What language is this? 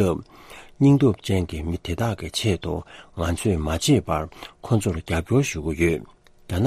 Tibetan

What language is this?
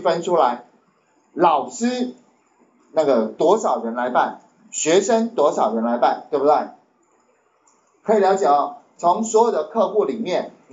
Chinese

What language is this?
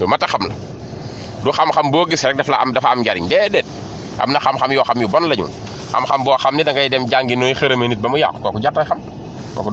Wolof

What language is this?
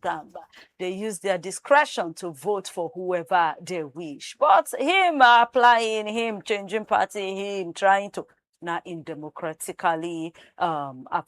Nigerian Pidgin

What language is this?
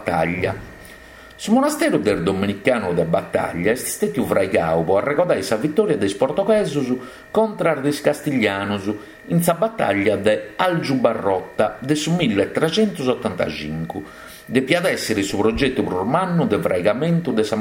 Sardinian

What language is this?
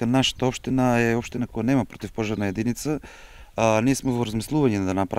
Macedonian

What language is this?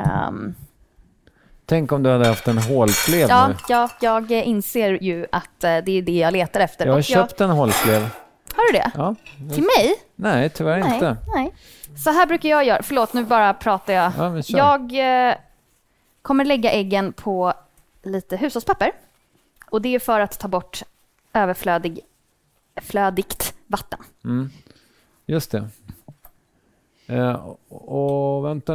Swedish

